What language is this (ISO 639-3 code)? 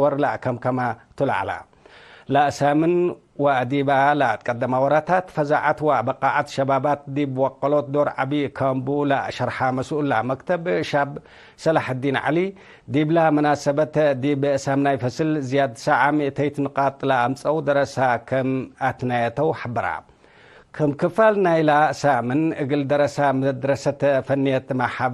tig